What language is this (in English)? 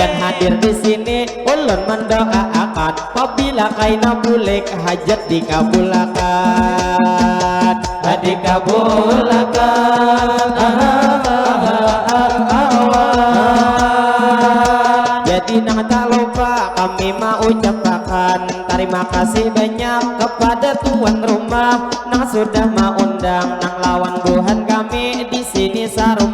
Banjar